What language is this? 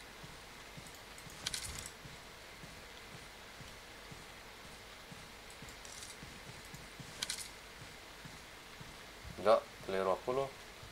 Romanian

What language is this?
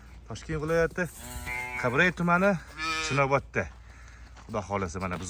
Uzbek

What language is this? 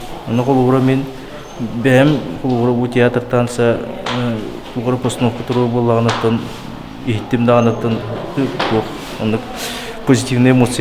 Yakut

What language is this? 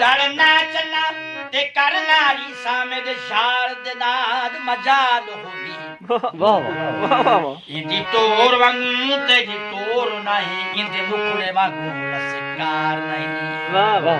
Saraiki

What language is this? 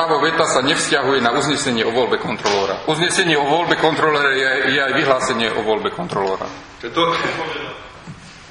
Slovak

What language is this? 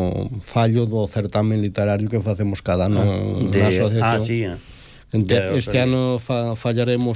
Galician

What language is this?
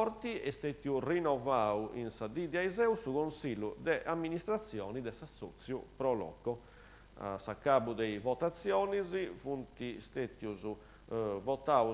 Sardinian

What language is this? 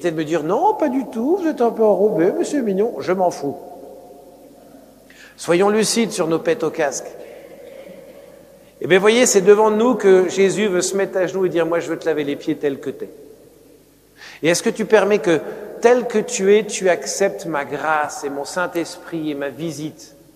French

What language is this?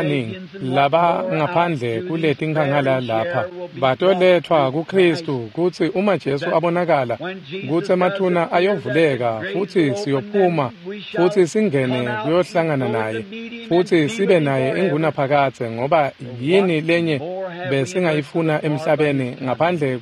Swati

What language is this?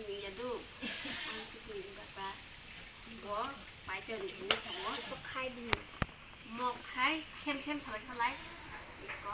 Kok Borok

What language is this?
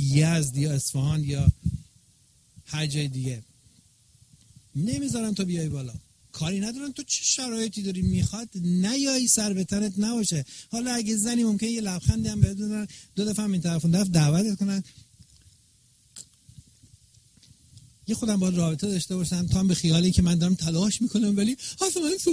Persian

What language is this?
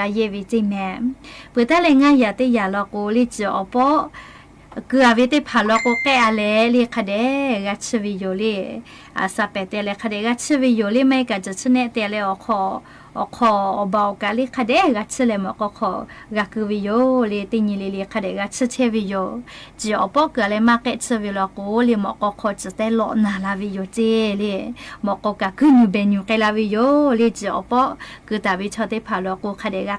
Lahu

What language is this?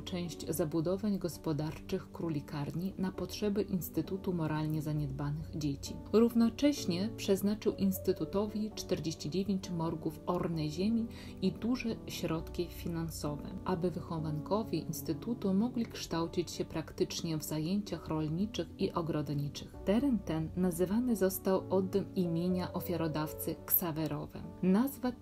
Polish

